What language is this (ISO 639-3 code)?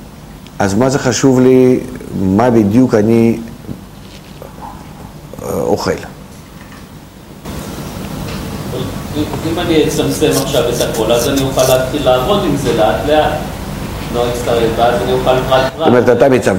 heb